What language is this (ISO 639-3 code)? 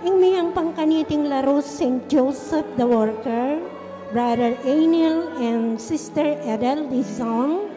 pam